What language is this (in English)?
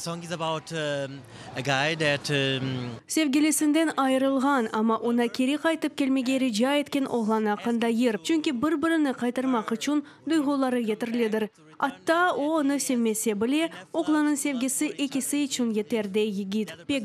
Crimean Tatar